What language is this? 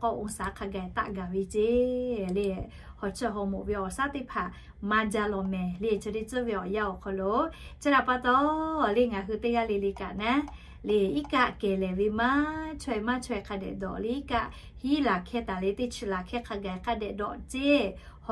Lahu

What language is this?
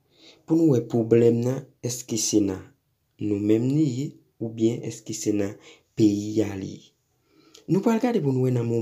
Haitian Creole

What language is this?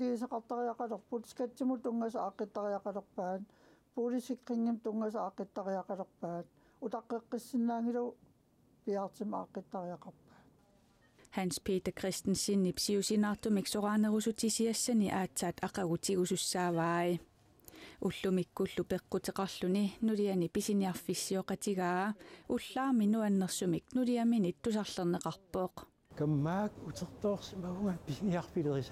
Kalaallisut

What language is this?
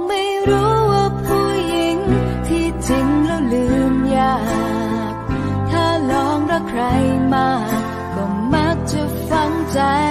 Thai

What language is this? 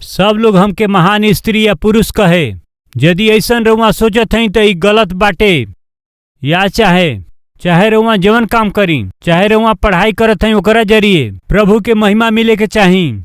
Bhojpuri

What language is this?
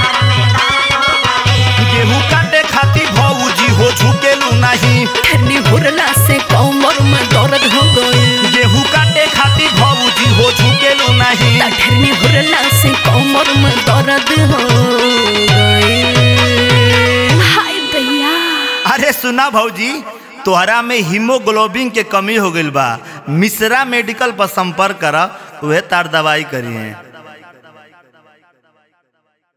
Bhojpuri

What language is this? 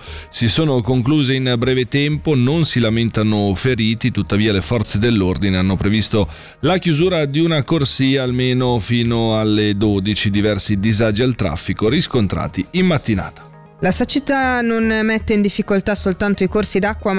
Italian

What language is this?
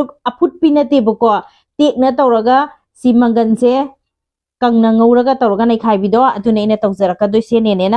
Manipuri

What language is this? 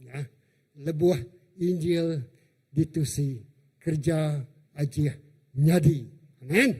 Iban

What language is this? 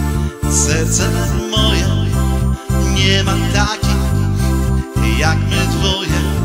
Polish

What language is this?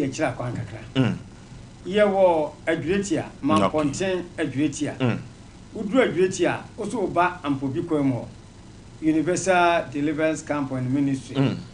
Akan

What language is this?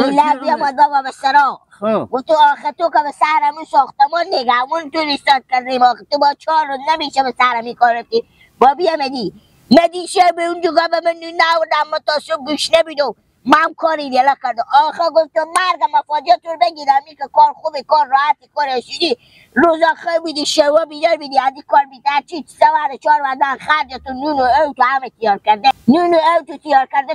Persian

